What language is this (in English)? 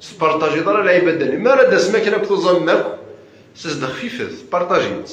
Kabyle